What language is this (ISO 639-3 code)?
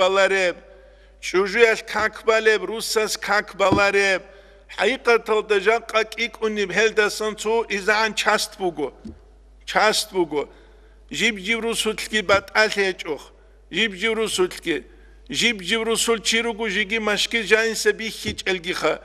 ava